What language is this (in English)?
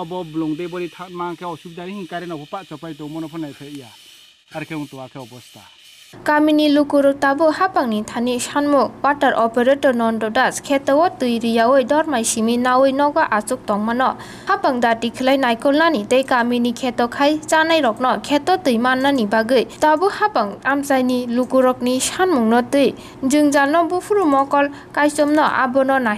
Kok Borok